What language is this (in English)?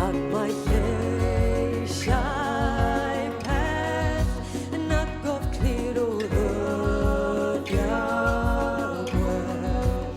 Welsh